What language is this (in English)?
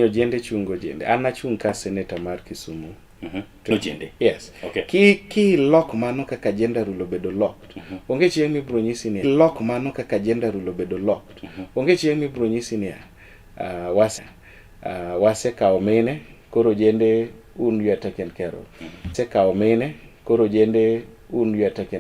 Luo (Kenya and Tanzania)